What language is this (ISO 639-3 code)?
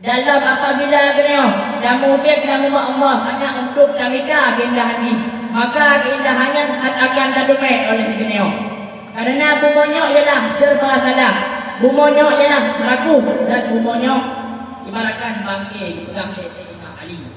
ace